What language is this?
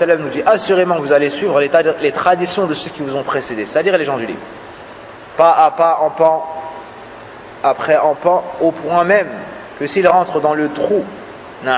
French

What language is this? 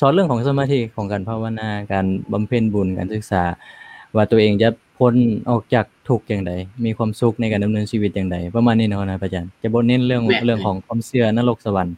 Lao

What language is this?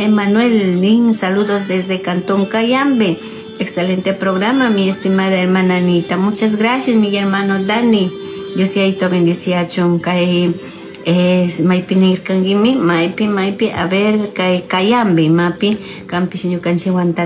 Chimborazo Highland Quichua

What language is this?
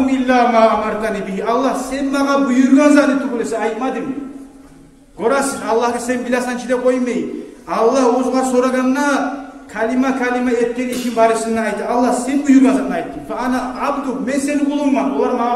Kumyk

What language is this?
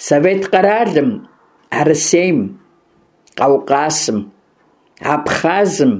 Kabardian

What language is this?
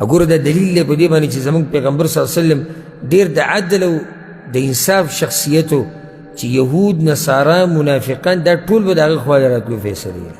Pashto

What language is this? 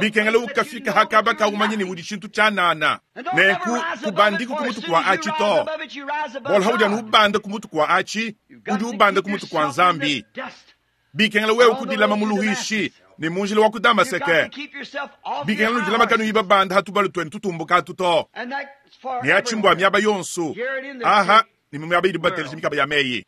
Luba-Lulua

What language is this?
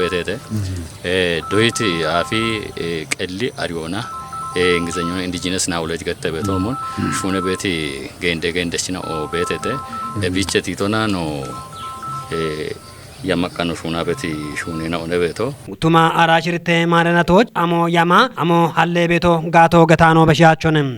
Kafa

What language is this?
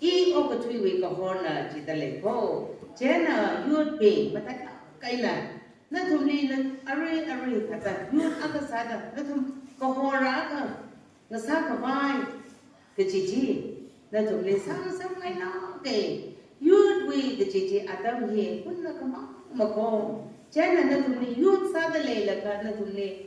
Tangkhul Naga (India)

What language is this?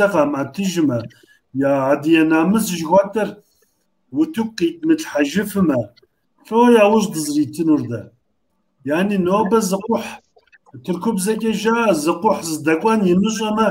Kabardian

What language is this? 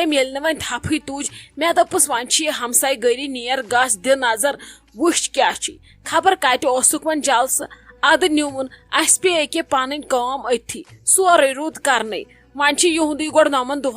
Kashmiri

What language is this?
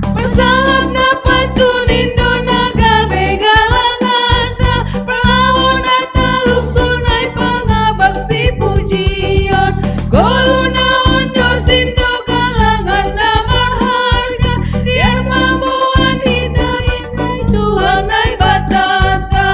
Batak Simalungun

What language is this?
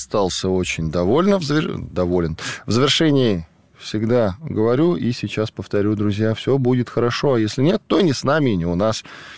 Russian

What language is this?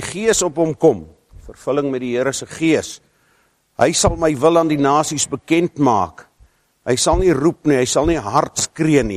Afrikaans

